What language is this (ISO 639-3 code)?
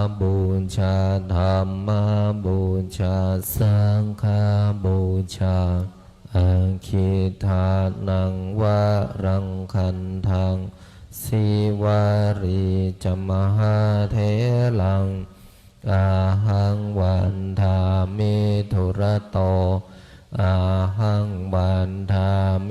pli